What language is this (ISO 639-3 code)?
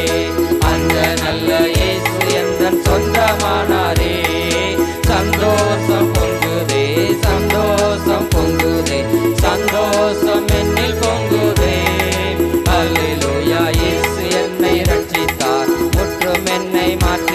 tam